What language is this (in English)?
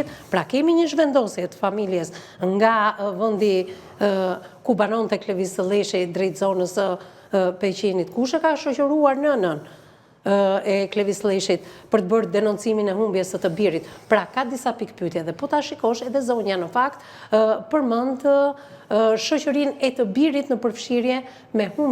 Albanian